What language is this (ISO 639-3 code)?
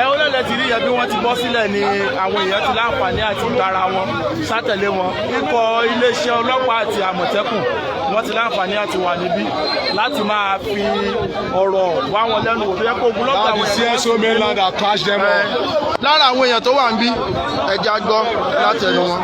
yor